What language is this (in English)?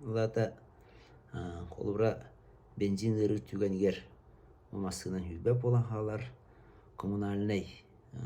Yakut